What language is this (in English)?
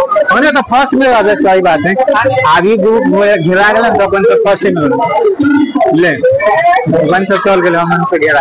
Maithili